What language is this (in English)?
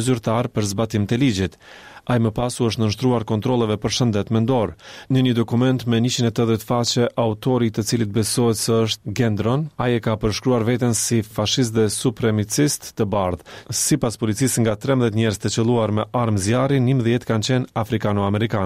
Albanian